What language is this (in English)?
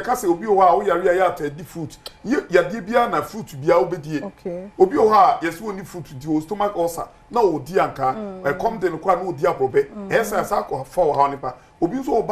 Akan